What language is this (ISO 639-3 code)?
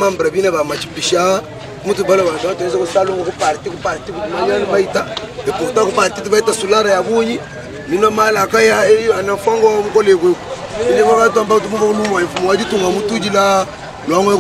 lua